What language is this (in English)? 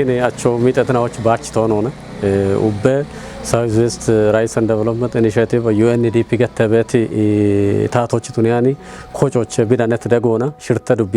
Kafa